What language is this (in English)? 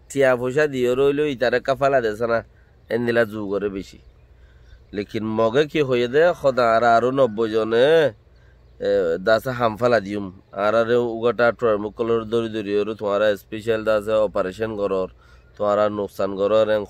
Rohingya